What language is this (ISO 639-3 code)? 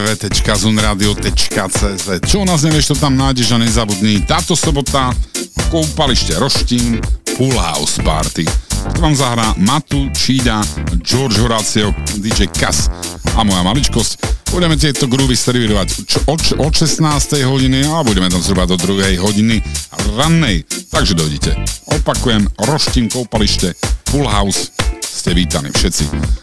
slk